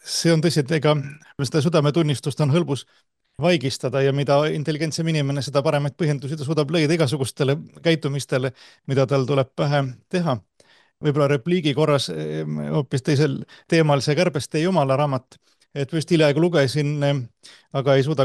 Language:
Estonian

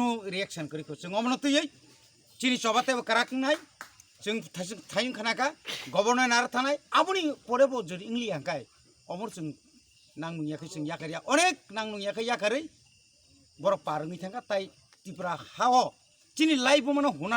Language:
Kok Borok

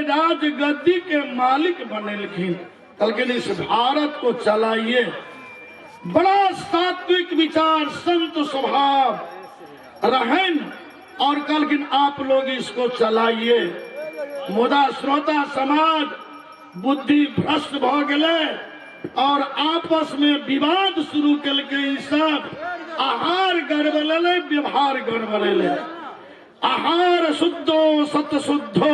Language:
Maithili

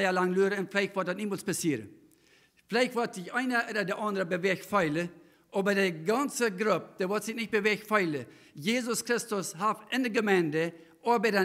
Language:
Plautdietsch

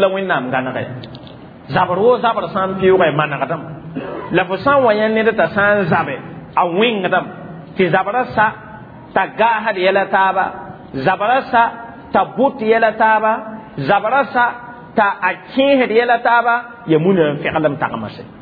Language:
Mossi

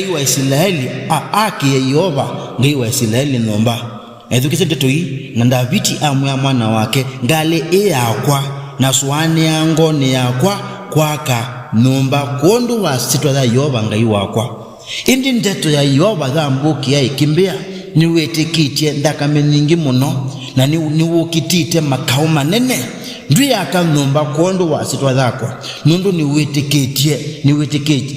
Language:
Kamba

